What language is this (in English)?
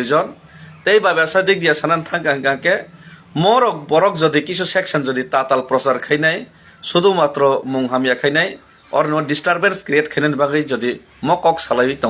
Kok Borok